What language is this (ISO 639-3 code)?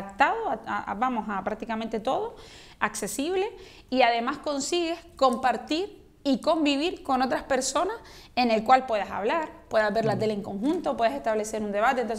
spa